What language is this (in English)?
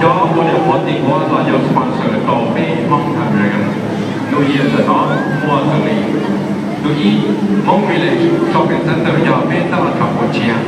Hmong